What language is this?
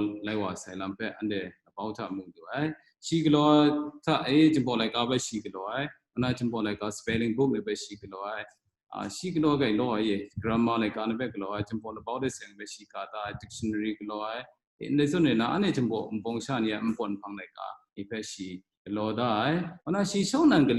Kachin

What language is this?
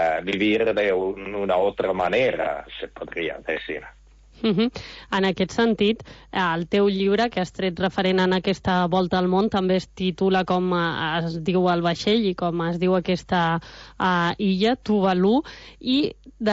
Catalan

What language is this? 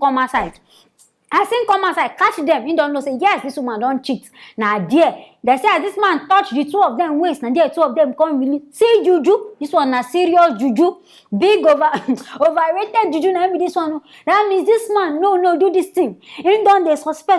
Nigerian Pidgin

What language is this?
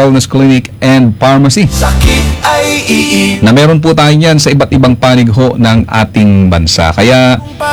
Filipino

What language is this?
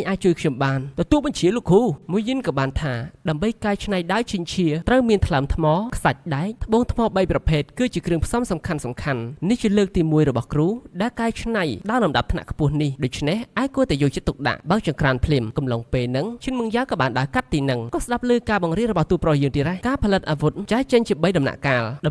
Khmer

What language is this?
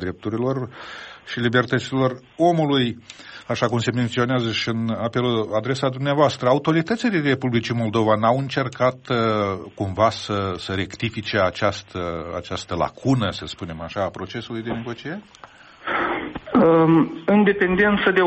Romanian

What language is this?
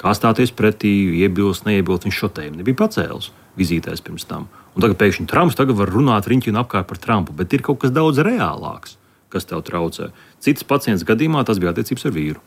Latvian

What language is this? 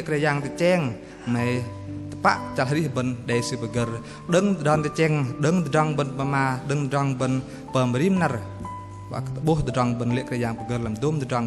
Bahnar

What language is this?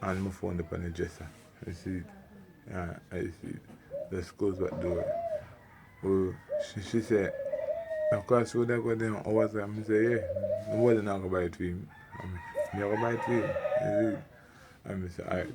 Jamaican Creole English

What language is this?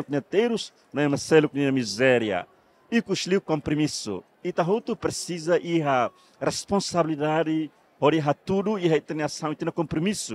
Tetum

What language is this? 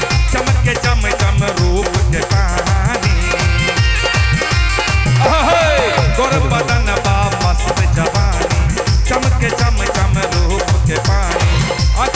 Bhojpuri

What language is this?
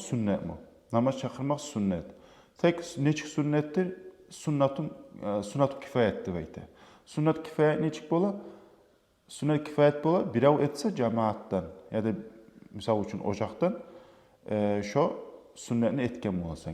Kumyk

